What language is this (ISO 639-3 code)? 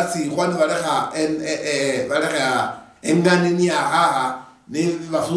luy